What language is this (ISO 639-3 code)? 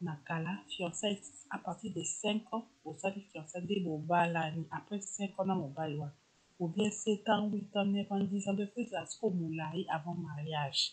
lin